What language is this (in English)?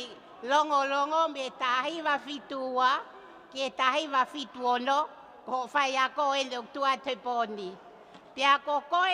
Tongan